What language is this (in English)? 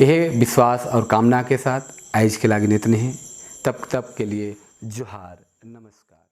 Sadri